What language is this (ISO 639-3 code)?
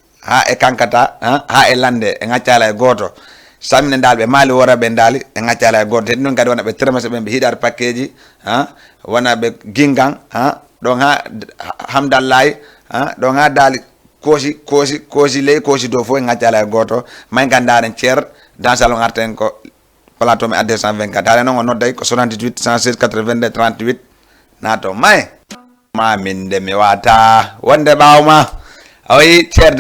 ful